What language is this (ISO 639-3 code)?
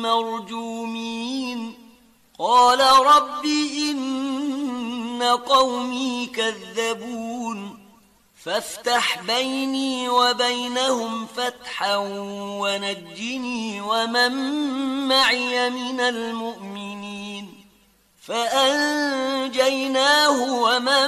ara